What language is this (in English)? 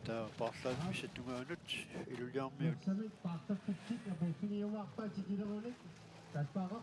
Kalaallisut